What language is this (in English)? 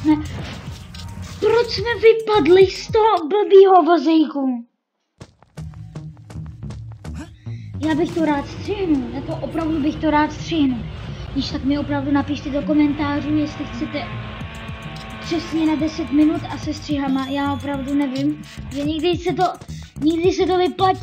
Czech